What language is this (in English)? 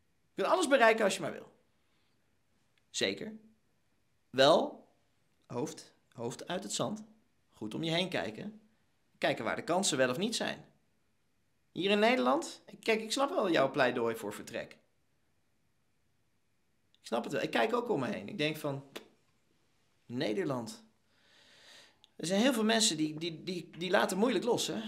Dutch